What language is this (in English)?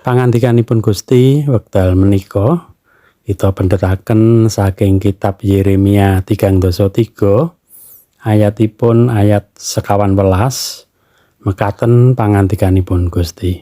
Javanese